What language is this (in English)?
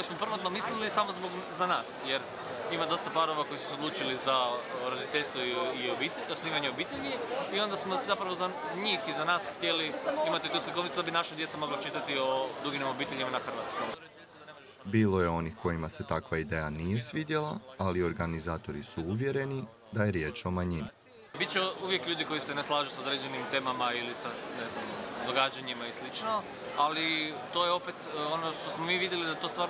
Croatian